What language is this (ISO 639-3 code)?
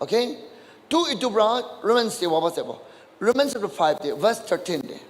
nag